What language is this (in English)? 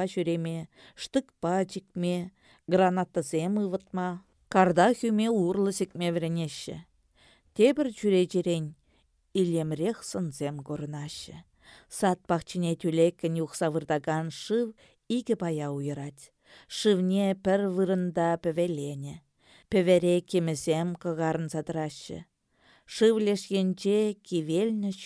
Chuvash